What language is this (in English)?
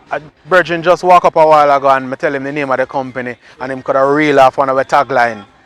Jamaican Creole English